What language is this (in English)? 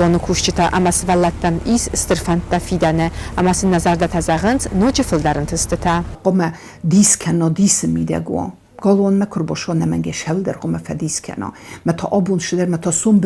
Ossetic